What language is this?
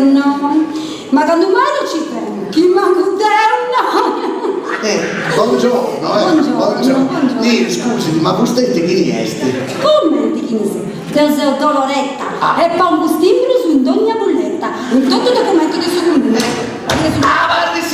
Sardinian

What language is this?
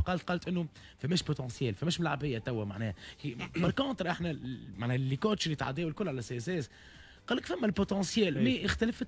Tunisian Arabic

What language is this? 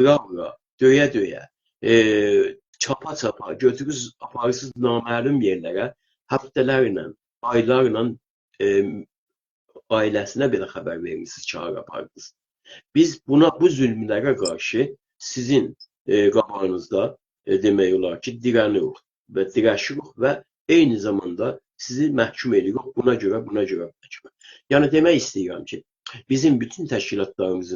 South Azerbaijani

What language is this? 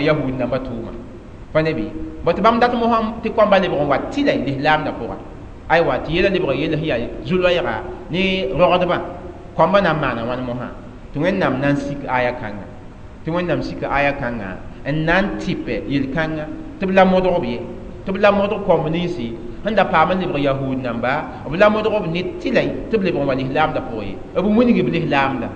Mossi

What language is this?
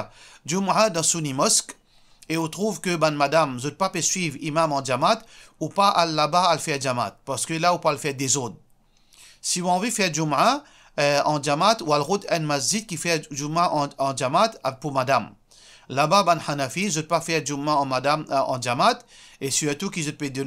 Morisyen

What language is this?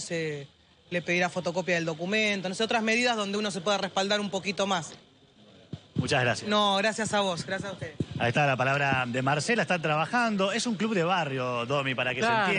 Spanish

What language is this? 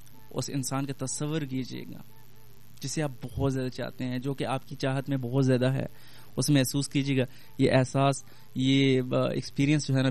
Urdu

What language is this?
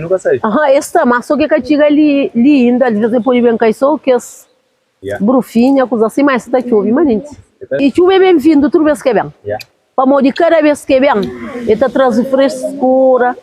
Kabuverdianu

